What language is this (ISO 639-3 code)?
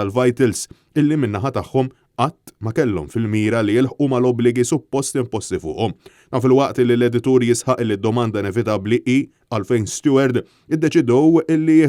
mlt